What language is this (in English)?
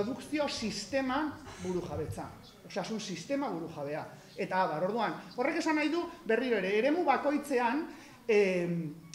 Basque